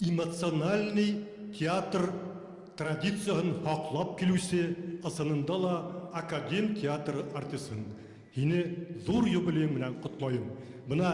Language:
Bashkir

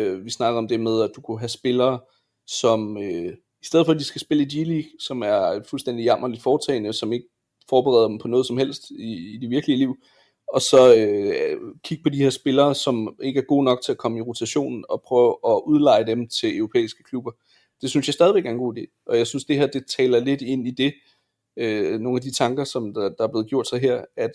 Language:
Danish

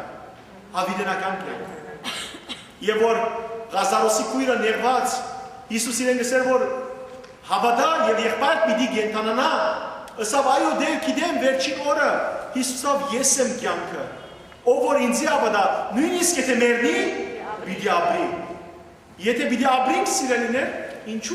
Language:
Western Armenian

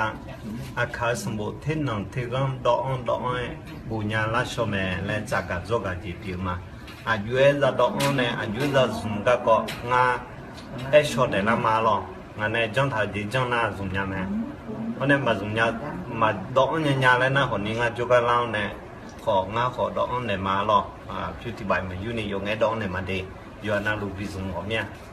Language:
Akha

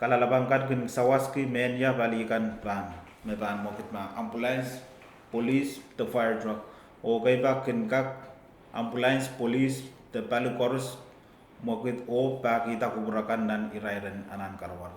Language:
Pohnpeian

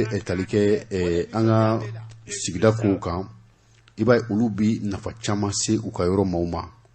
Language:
Bambara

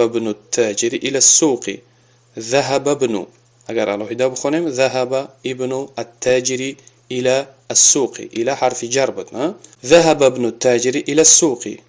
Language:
Tajik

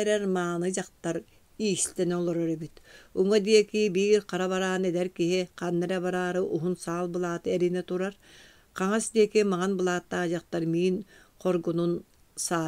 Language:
Yakut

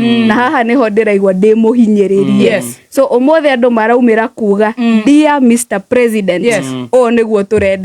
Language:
Kikuyu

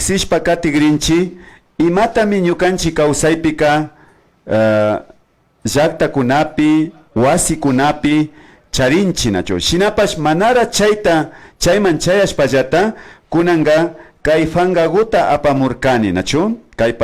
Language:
Imbabura Highland Quichua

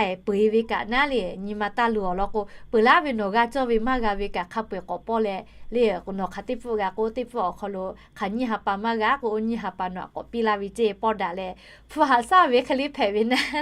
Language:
Lahu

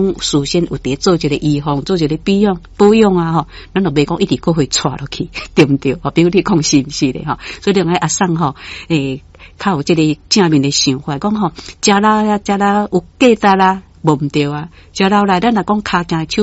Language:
Min Nan Chinese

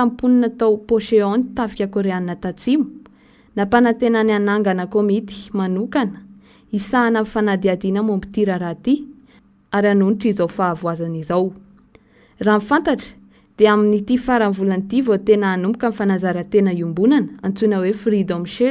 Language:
Malagasy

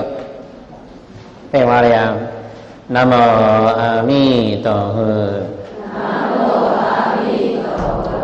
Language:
Chinese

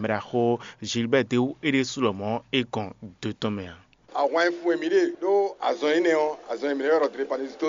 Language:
Fon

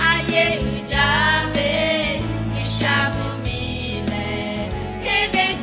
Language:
Lahu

